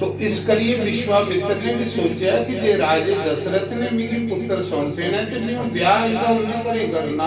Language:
Dogri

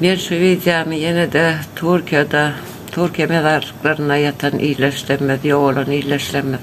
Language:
Turkmen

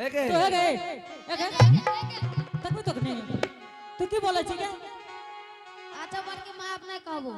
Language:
Angika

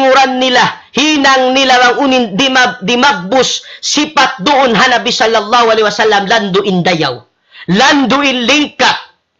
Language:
Tausug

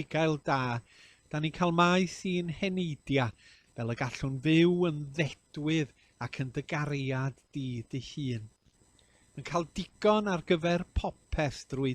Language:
Welsh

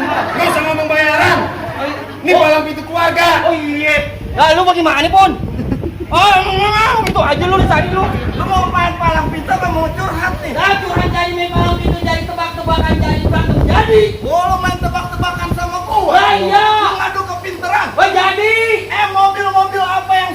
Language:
Betawi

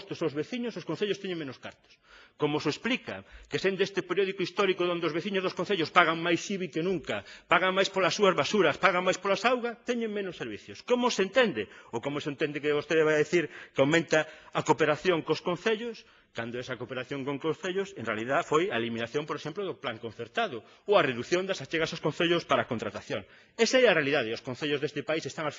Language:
Galician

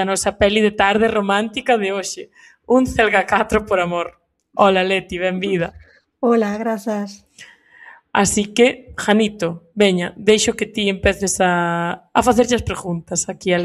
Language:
Galician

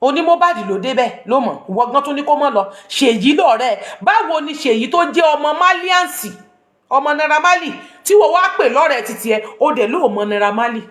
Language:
Yoruba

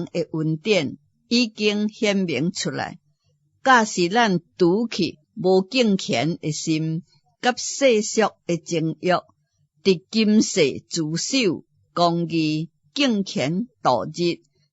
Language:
Min Nan Chinese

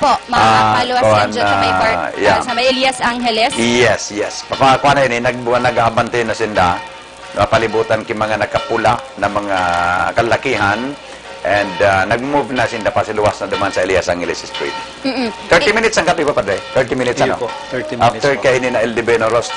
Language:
Bikol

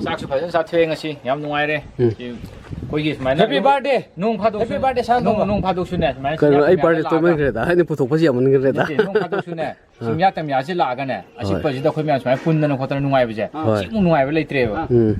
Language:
Manipuri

